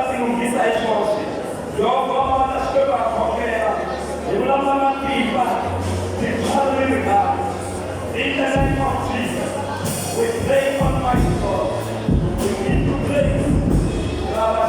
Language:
Tsonga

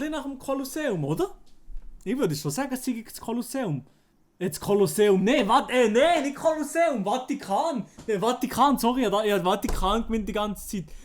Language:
Swiss German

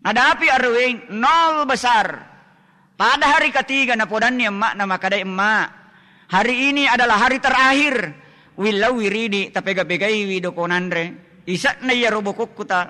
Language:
Buginese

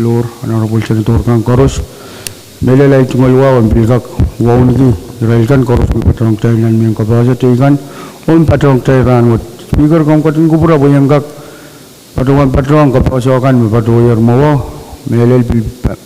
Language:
Pohnpeian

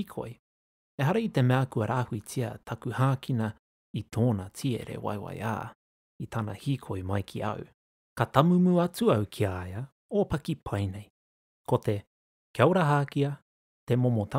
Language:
Māori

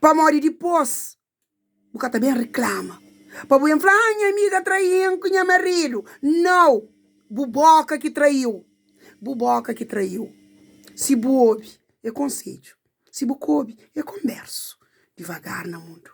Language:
Kabuverdianu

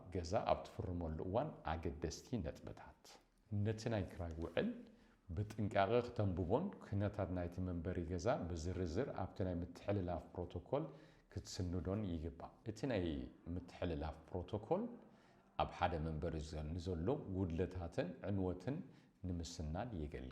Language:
Tigrinya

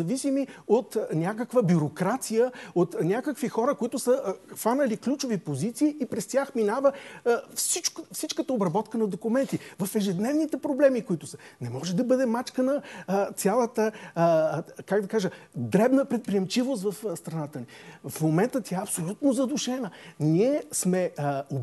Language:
Bulgarian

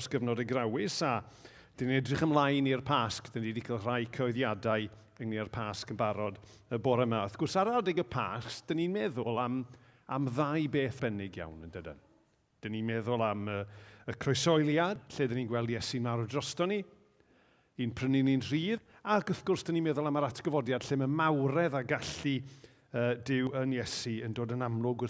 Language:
Welsh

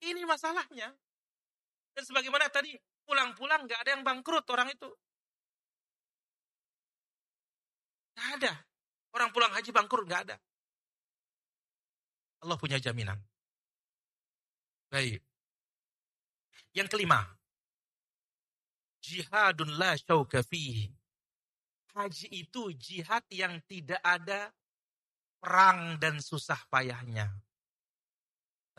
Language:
Indonesian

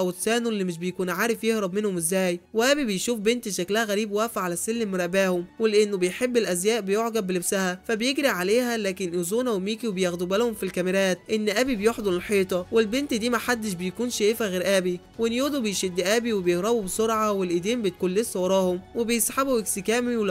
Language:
Egyptian Arabic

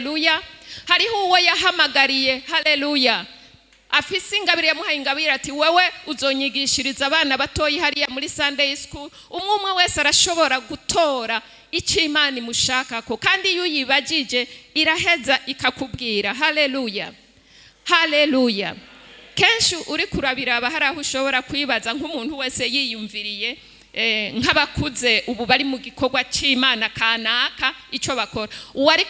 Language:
Rundi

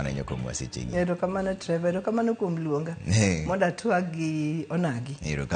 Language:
Luo (Kenya and Tanzania)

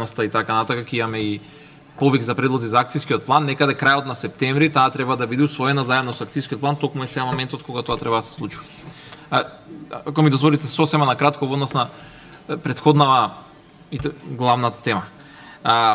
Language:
Macedonian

